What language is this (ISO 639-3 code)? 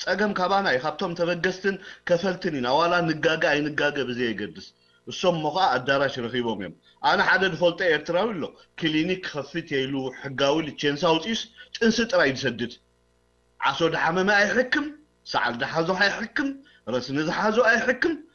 tir